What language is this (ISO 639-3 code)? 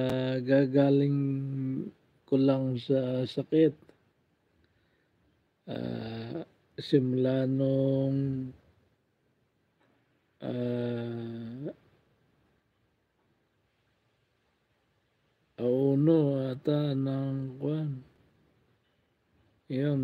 fil